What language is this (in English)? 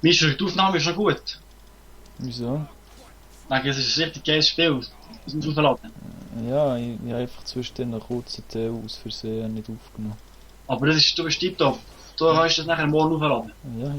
Swiss German